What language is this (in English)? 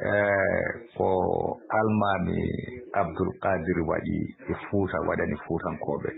Fula